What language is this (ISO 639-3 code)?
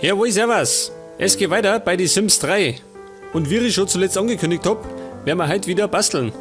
bar